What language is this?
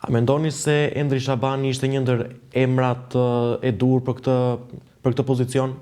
Albanian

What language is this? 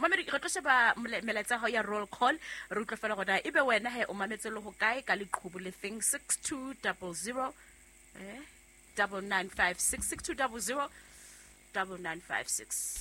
Southern Sotho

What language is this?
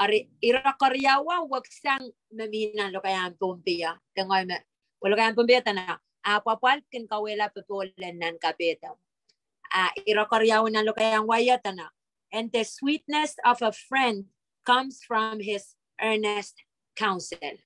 Pohnpeian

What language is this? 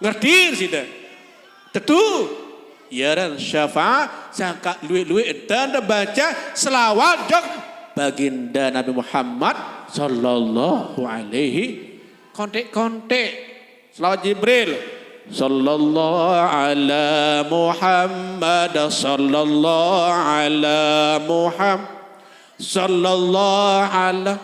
Sasak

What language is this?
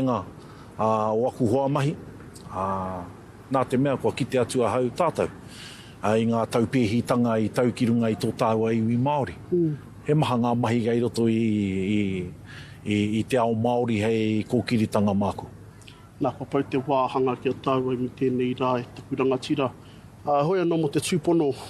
Māori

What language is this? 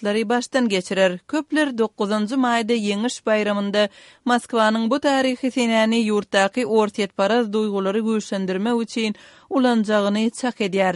Turkmen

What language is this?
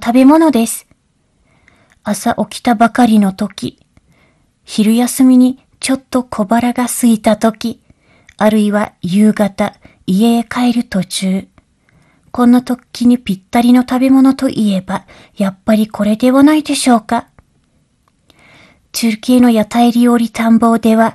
Japanese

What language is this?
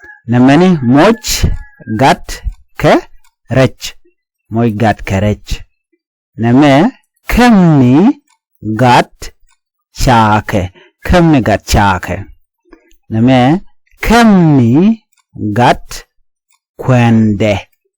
Nuer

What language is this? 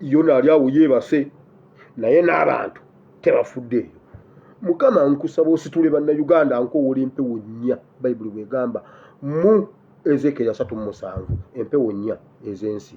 Ganda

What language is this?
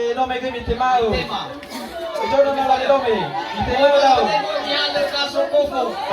Nias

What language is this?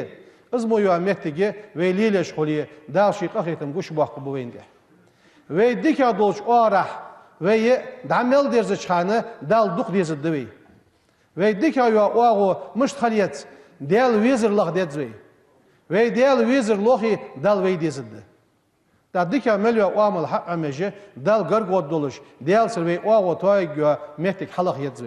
Ingush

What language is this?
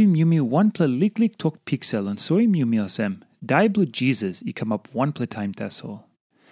Tok Pisin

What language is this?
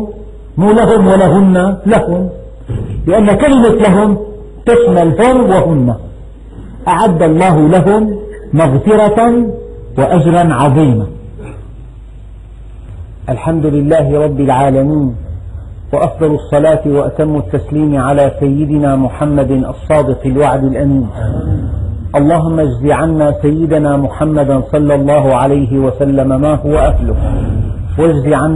Arabic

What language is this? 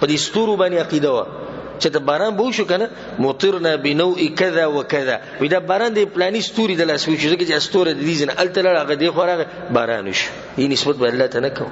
Pashto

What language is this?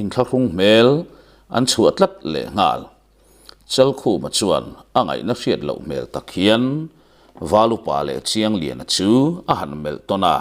Mizo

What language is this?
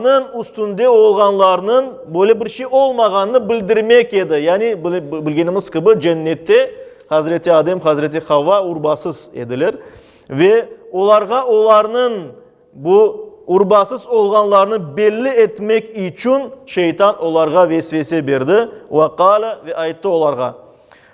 Crimean Tatar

